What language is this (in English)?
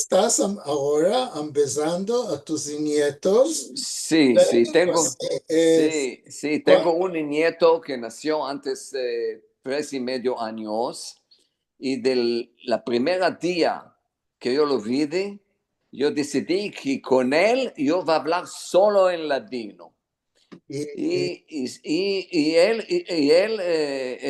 Ladino